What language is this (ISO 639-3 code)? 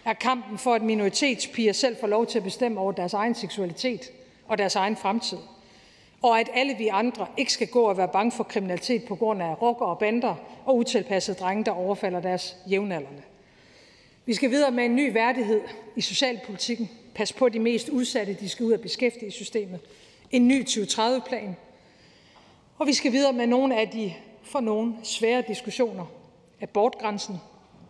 dan